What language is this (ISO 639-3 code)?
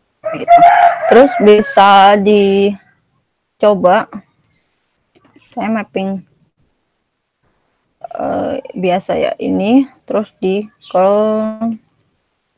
ind